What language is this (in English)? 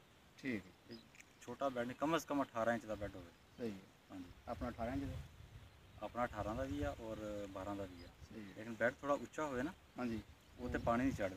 Punjabi